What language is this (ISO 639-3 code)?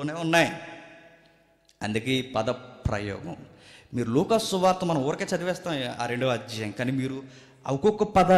tel